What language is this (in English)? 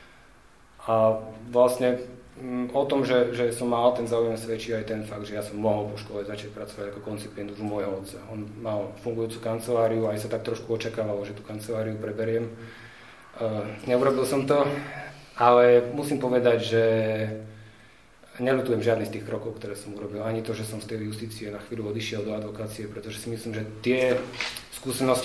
Slovak